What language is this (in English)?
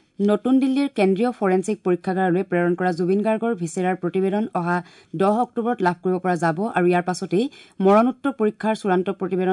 Assamese